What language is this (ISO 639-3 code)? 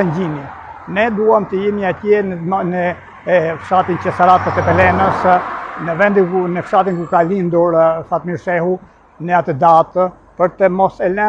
sqi